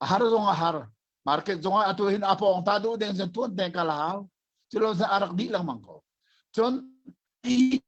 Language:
Hakha Chin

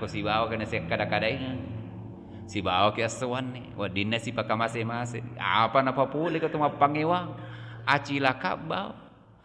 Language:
Buginese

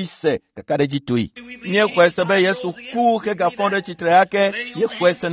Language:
Ewe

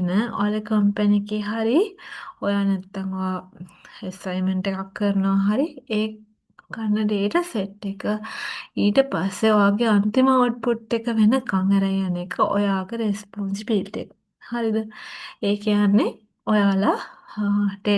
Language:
Sinhala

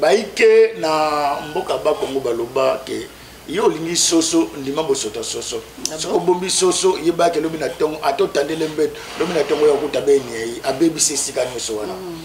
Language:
Lingala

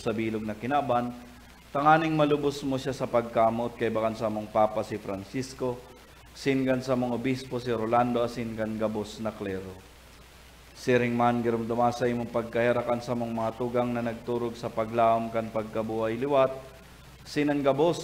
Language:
Bikol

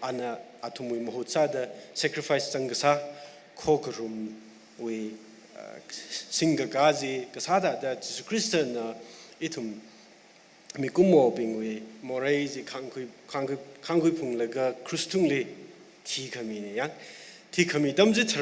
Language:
Tangkhul Naga (India)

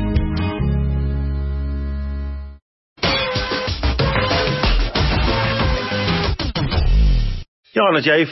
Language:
Afrikaans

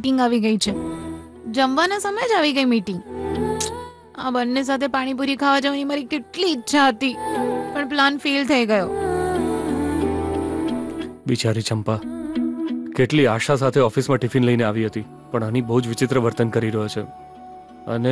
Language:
Gujarati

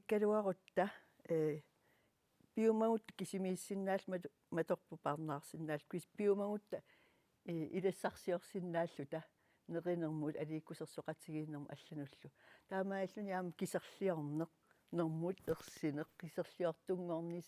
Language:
Kalaallisut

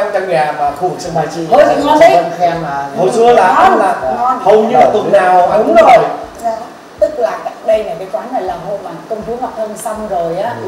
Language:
Vietnamese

